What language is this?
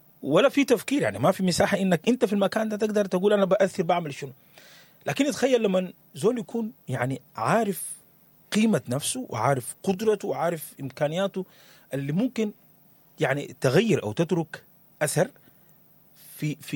Sudanese Arabic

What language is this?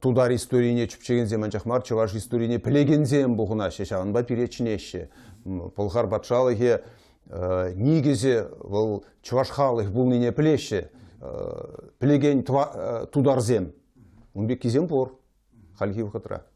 Chuvash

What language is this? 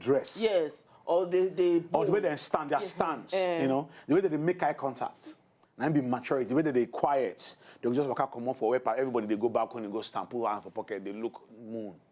Nigerian Pidgin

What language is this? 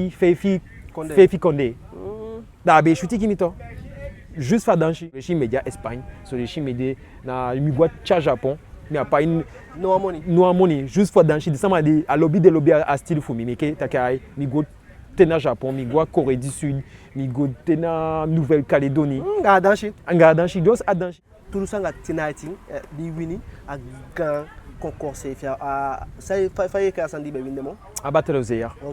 Eastern Maroon Creole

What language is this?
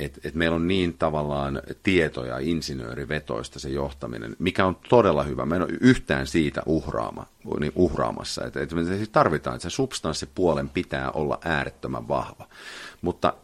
Finnish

